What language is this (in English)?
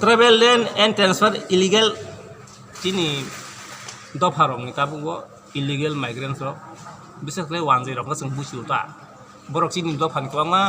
Kok Borok